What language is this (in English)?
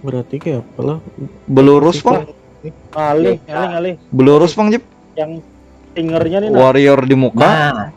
Banjar